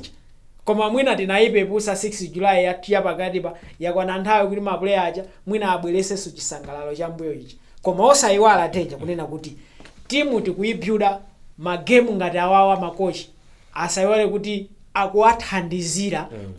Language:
Nyanja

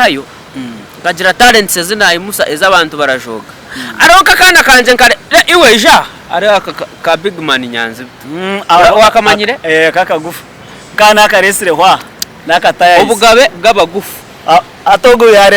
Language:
Nyankole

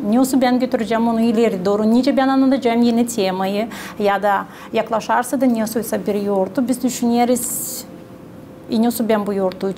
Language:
Gagauz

